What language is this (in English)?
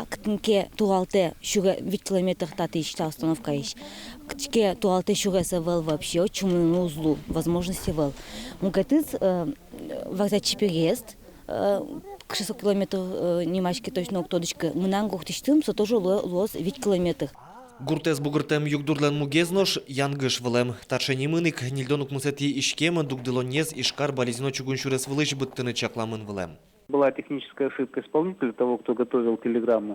Udmurt